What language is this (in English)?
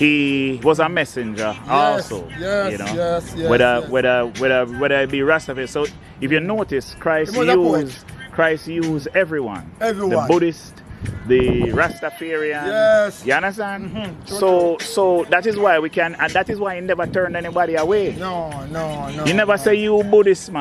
Jamaican Creole English